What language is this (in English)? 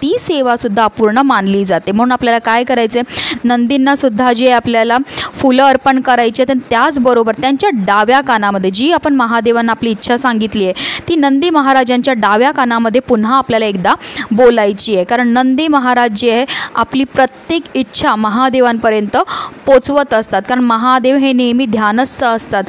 Marathi